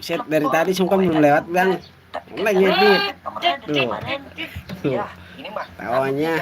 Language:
Betawi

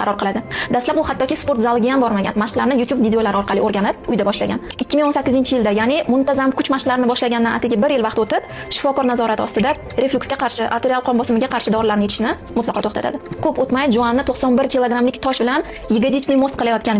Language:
Uzbek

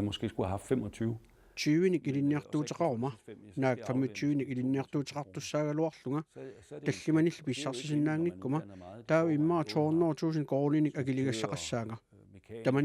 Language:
Kalaallisut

